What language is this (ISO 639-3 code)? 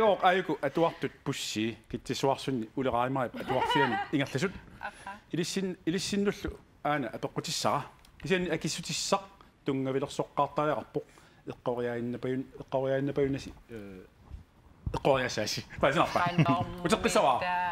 kal